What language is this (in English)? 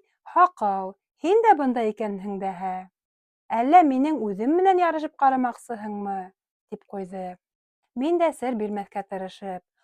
Bashkir